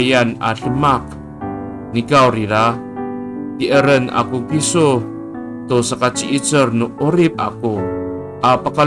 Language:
Amis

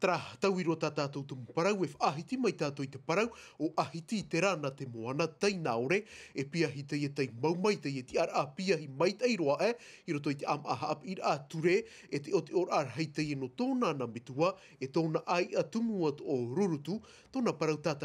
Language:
Tahitian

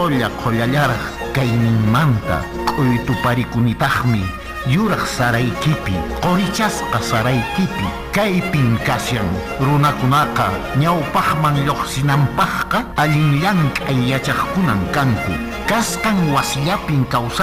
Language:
Quechua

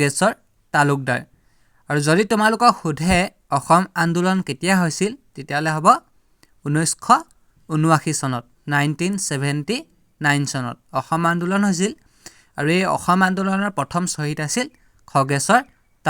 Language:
Assamese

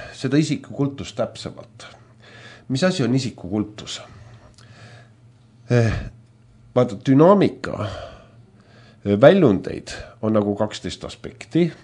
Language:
Estonian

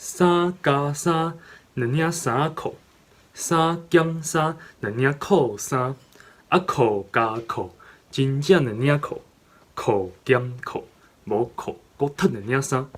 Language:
Min Nan Chinese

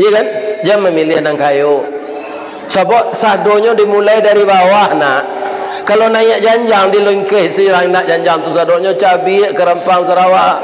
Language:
Minangkabau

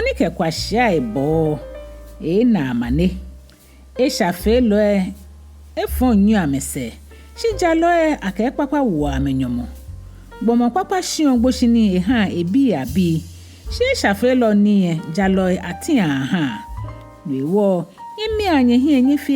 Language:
Ga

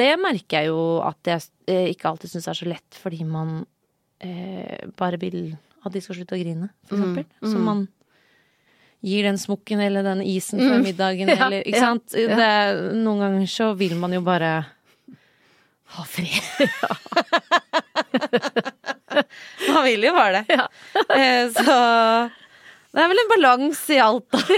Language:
Norwegian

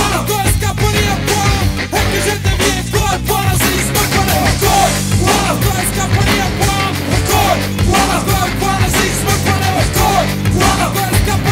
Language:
Bulgarian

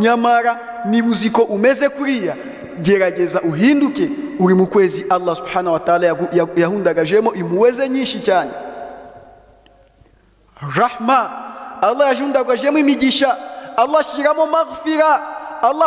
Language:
Kinyarwanda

